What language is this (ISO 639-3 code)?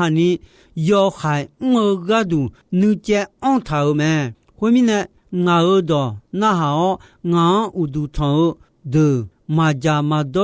ahk